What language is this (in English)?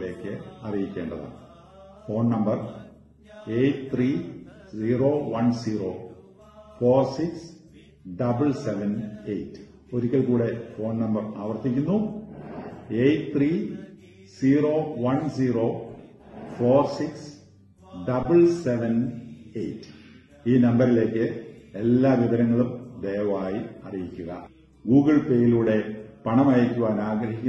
Malayalam